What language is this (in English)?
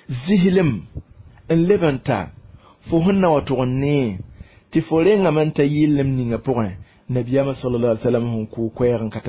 Mossi